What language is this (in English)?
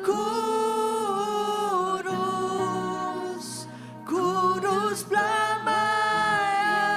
Iban